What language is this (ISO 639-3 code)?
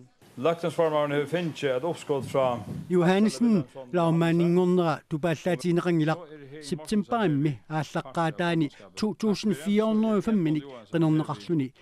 kal